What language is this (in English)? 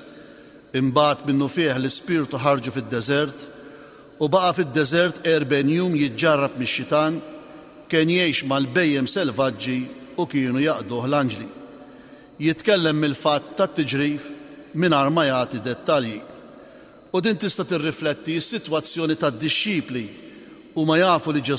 Maltese